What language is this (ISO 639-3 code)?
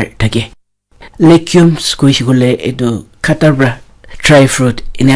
nag